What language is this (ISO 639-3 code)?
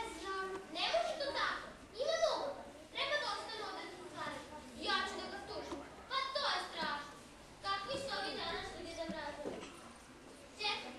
srp